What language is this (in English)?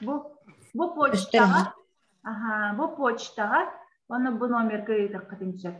Yakut